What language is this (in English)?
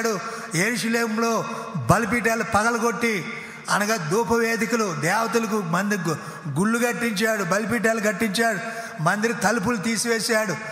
Telugu